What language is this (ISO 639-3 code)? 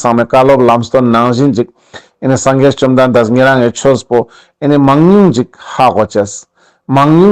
lbj